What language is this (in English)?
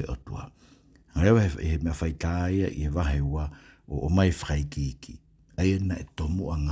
Tongan